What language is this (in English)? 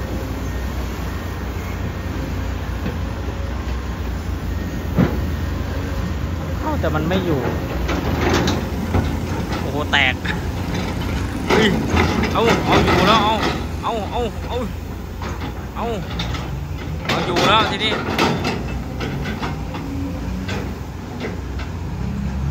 Thai